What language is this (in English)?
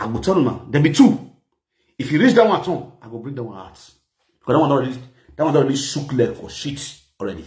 Nigerian Pidgin